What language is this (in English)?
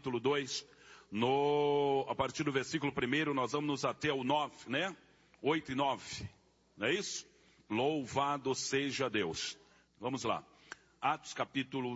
Portuguese